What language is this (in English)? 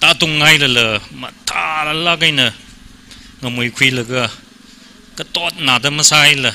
Tangkhul Naga (India)